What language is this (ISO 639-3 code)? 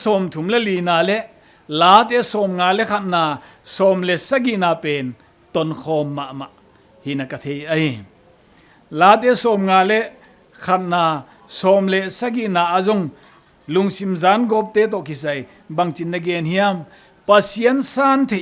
ctd